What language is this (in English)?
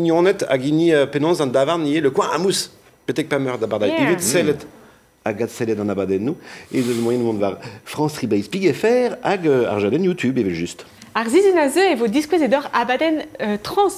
Breton